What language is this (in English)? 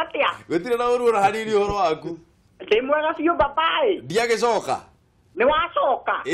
Kikuyu